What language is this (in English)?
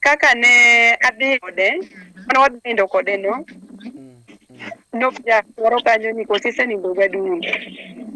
Luo (Kenya and Tanzania)